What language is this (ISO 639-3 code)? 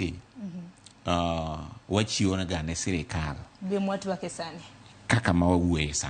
luo